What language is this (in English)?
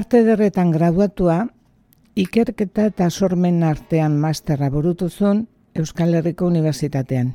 Basque